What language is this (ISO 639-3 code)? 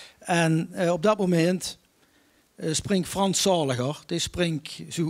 lim